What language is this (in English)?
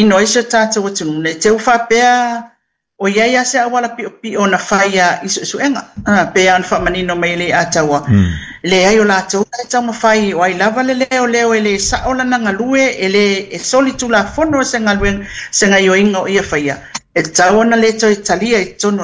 Samoan